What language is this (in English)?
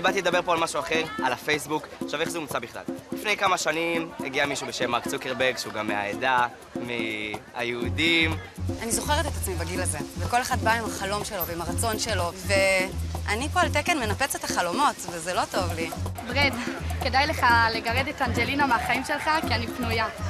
Hebrew